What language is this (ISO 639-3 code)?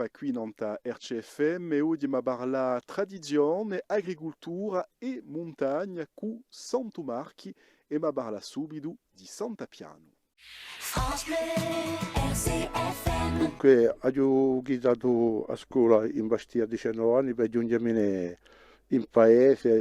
cos